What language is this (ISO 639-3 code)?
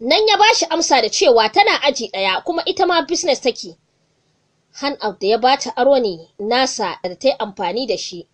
hau